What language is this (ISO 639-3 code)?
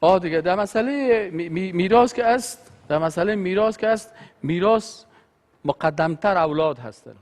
fas